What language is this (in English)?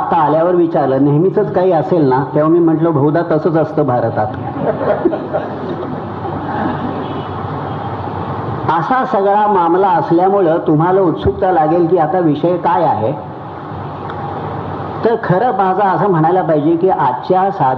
Marathi